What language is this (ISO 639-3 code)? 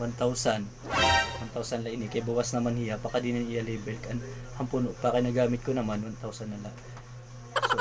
war